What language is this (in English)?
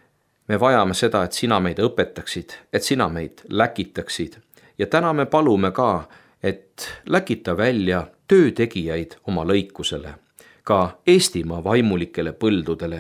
Estonian